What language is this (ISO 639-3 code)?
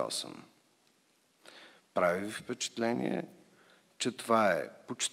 bul